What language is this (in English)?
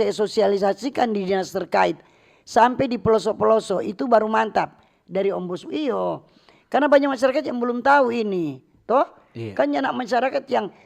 Manado Malay